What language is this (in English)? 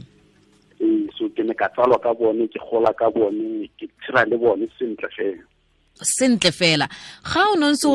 Tswana